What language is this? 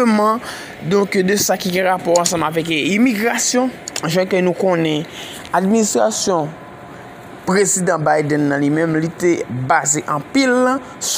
Haitian Creole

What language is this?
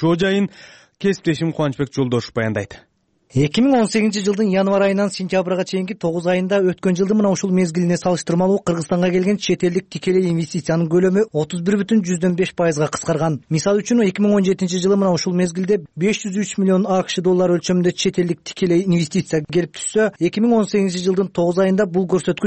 Kyrgyz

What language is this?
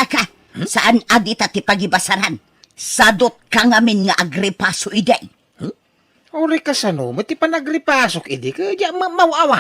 Iloko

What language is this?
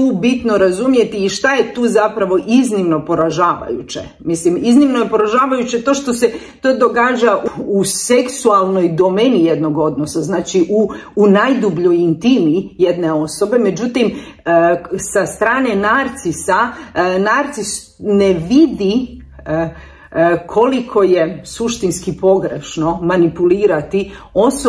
Croatian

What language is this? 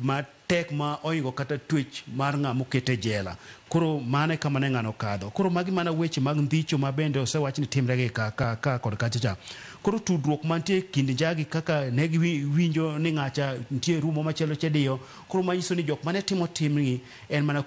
Luo (Kenya and Tanzania)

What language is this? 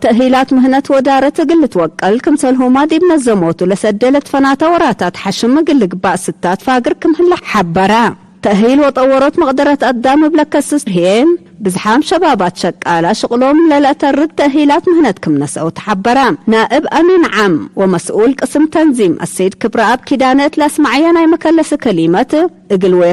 Tigre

